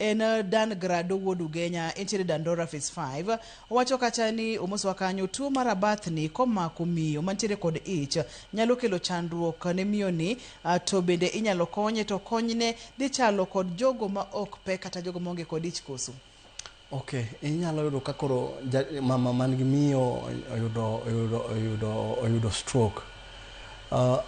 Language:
Luo (Kenya and Tanzania)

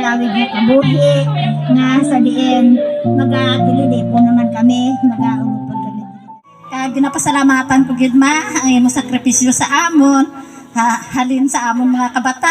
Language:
Hiligaynon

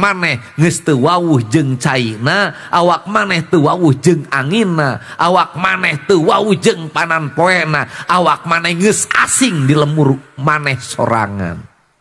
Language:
Sundanese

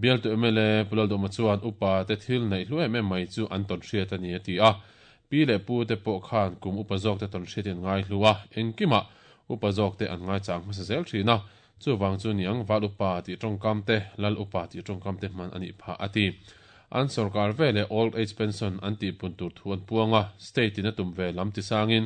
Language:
Mizo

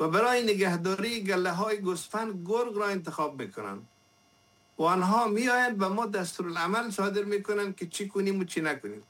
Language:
Persian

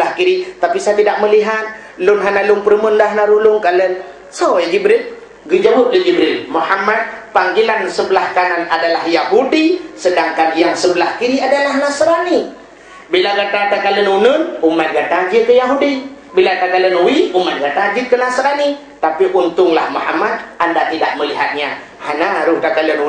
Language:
Achinese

